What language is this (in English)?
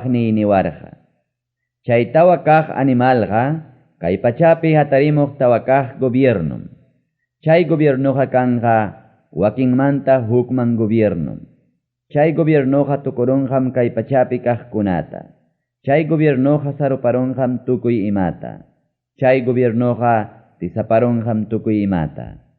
Ayacucho Quechua